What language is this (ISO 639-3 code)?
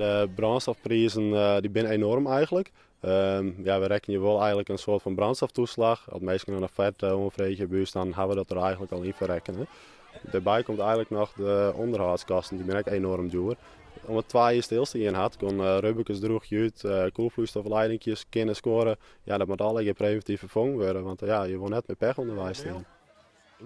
fry